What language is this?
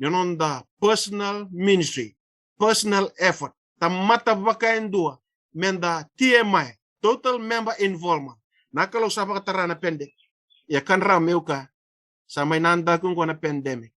Fijian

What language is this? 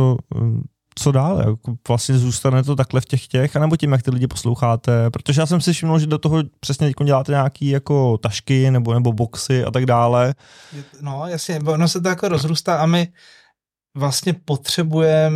Czech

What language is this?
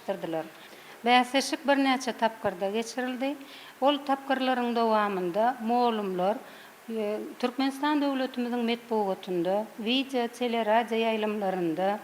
Turkmen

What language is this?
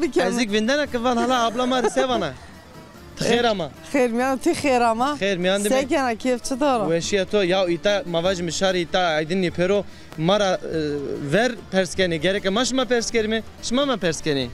Zaza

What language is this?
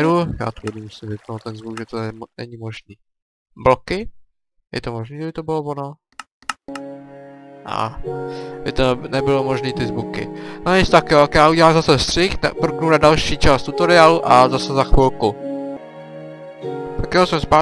Czech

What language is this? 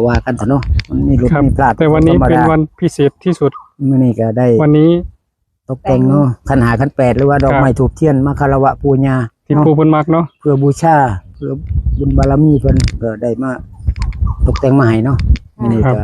Northeastern Thai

